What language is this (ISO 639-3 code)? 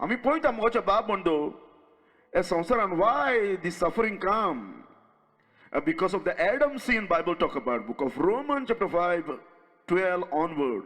kok